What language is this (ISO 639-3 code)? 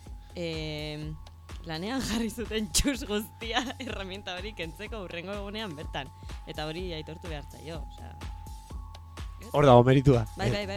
eus